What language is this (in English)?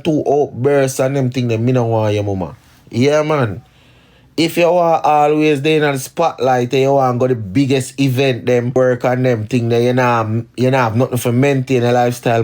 Jamaican Creole English